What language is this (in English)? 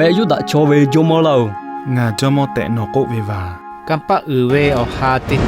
Lahu